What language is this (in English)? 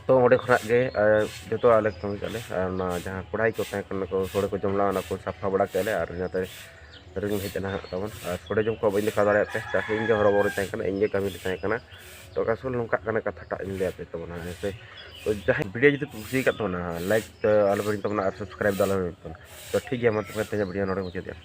Santali